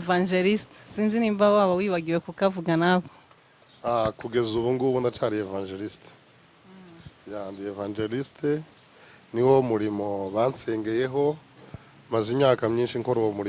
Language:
Kinyarwanda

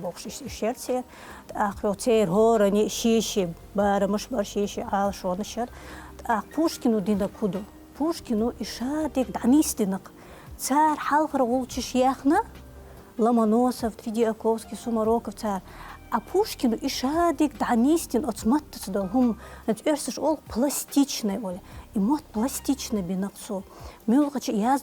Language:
Chechen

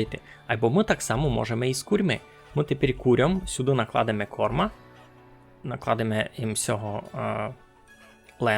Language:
Rusyn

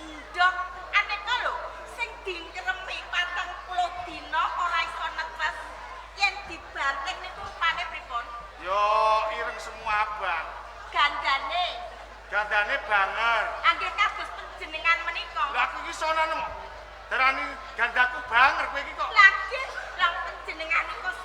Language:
Javanese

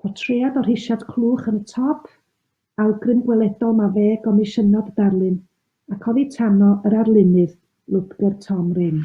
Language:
Welsh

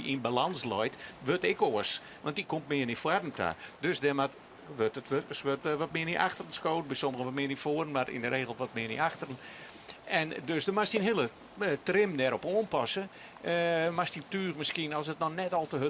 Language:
Western Frisian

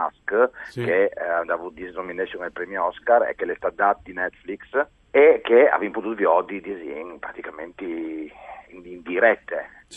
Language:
Friulian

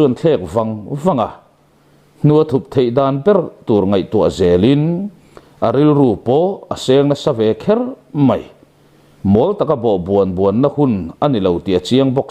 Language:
Mizo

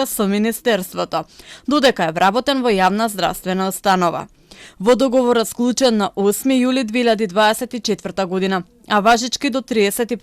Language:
Macedonian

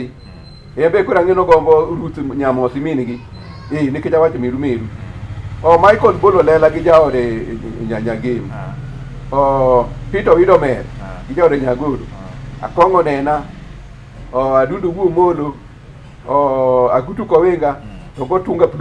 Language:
Luo (Kenya and Tanzania)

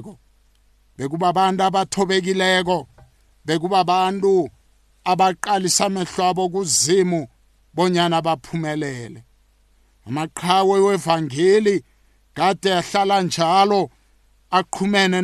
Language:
South Ndebele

